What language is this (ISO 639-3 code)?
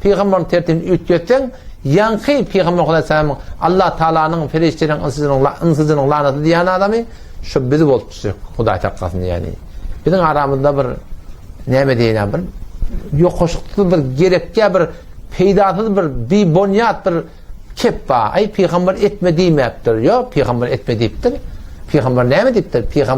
tuk